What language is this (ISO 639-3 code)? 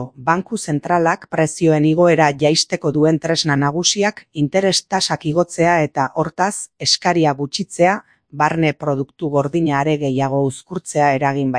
eus